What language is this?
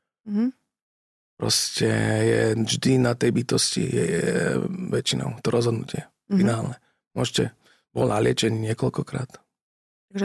Slovak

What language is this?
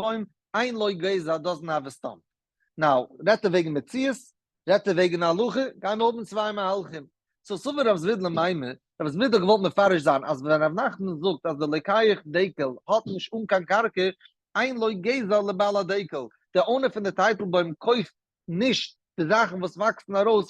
Yiddish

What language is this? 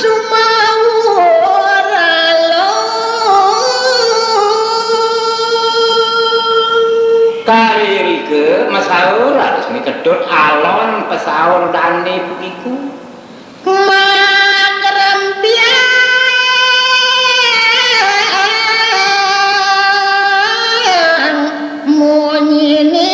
Balinese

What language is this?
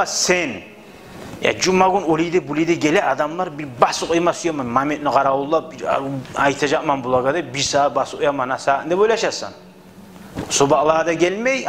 Kumyk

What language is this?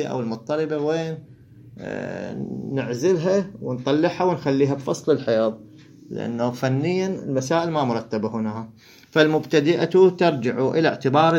Mesopotamian Arabic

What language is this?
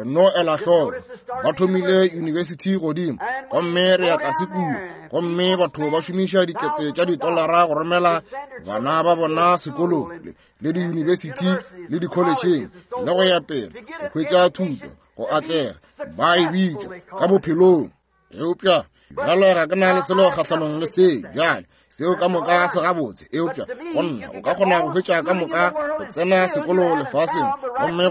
Northern Sotho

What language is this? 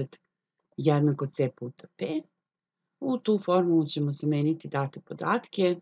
Serbian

